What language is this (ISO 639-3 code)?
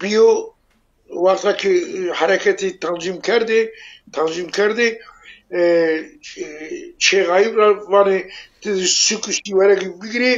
zza